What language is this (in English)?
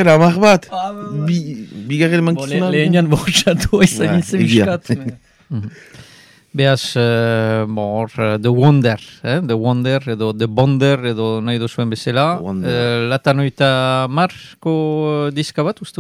Basque